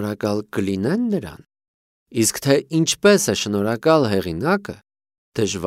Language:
Armenian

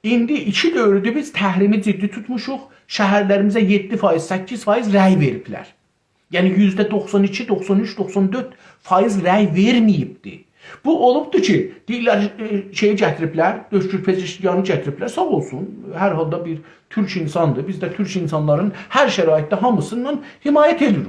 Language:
South Azerbaijani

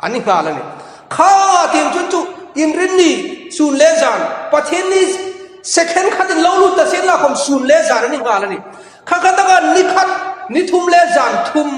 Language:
Hmar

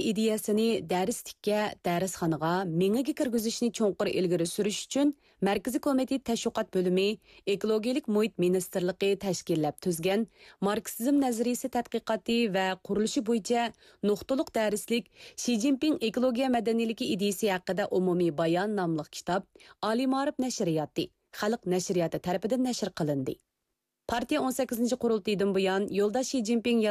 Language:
Uyghur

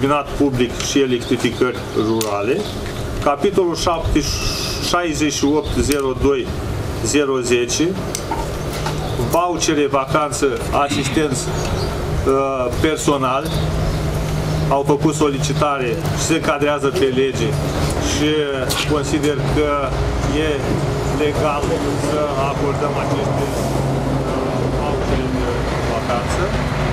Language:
Romanian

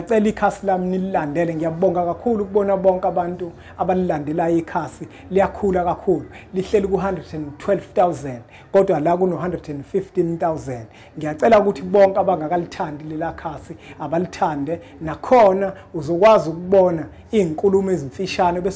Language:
Zulu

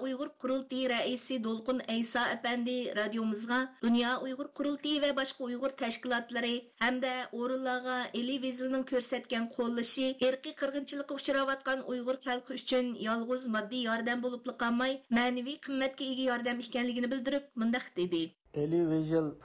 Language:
Uyghur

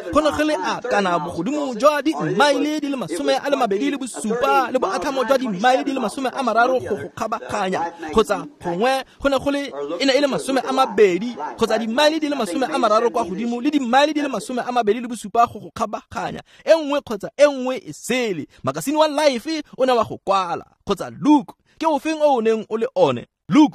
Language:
Tswana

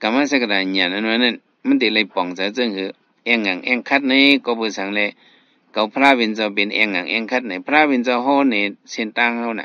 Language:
Shan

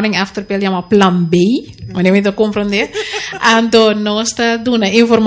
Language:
Papiamento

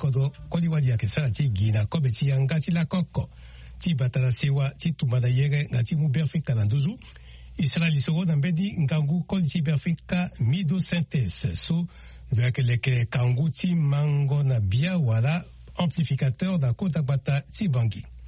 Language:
Sango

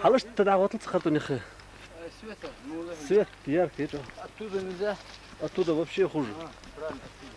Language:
Ingush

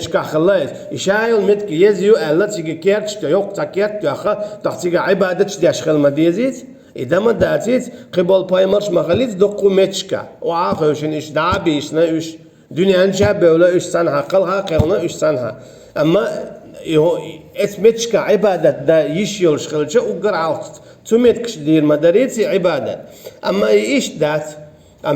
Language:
Chechen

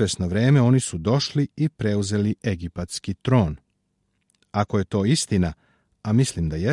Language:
Serbian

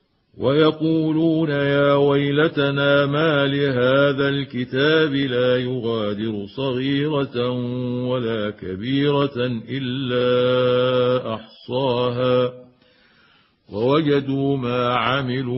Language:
Arabic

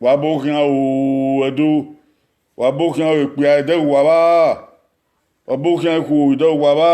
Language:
Bini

